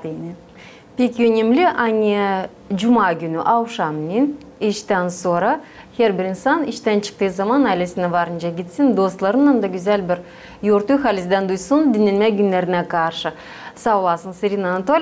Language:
Gagauz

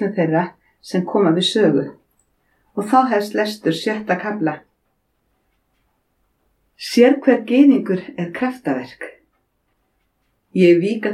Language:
Icelandic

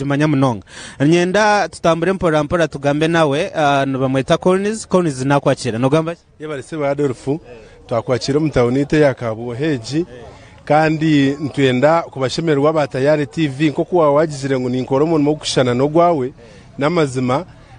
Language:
Nyankole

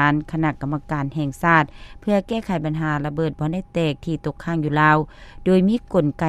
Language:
Lao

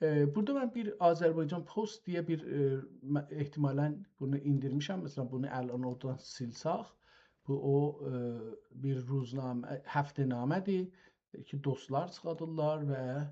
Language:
South Azerbaijani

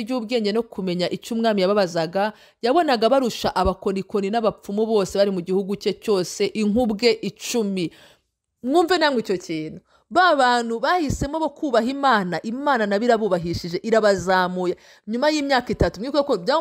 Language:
Kinyarwanda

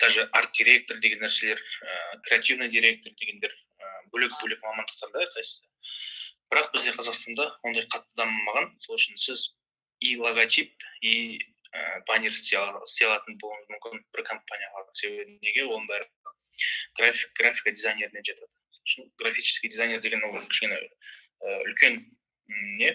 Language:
Kazakh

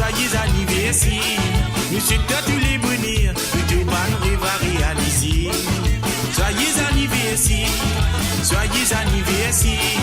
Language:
Morisyen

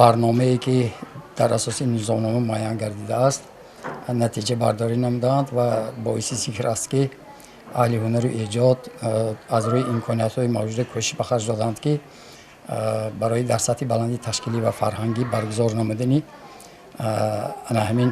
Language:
Tajik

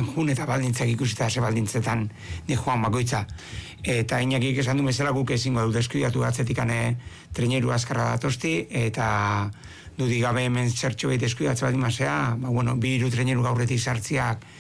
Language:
Basque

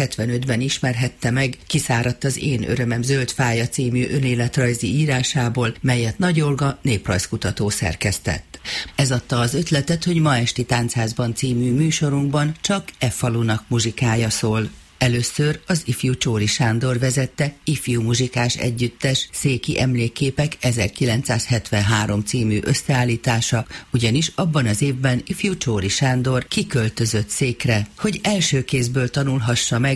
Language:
Hungarian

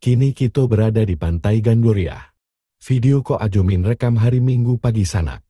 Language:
Minangkabau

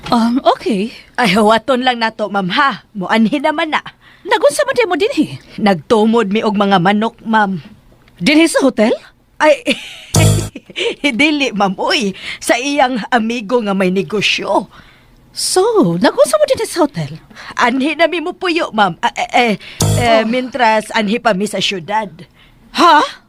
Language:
Cebuano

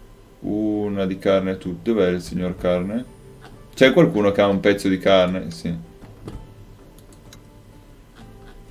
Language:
Italian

